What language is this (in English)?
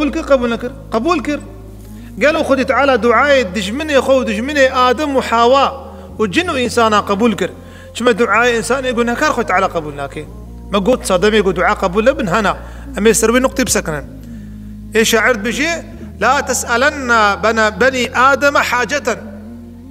Kurdish